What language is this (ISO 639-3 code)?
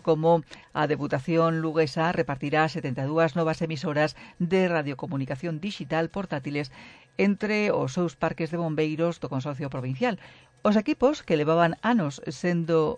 glg